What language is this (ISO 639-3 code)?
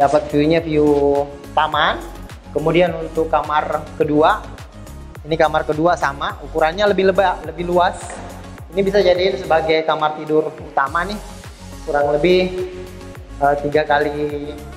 ind